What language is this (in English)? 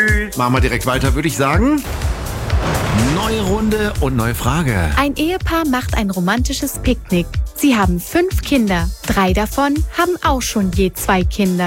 German